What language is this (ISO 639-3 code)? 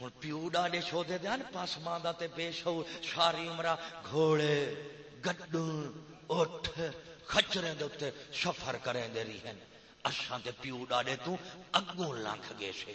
skr